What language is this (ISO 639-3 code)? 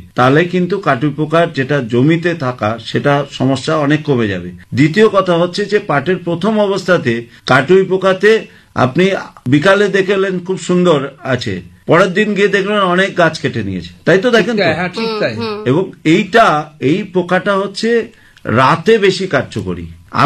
ben